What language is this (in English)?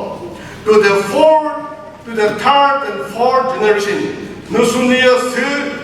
Chokri Naga